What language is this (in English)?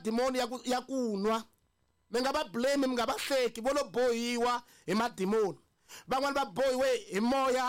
Tsonga